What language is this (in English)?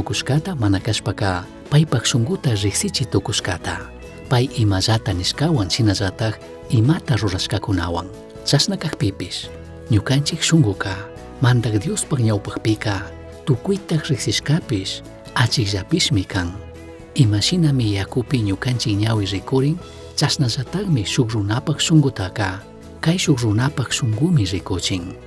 Chimborazo Highland Quichua